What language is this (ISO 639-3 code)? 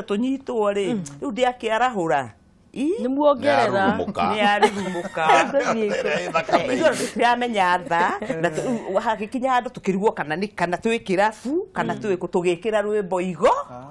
kik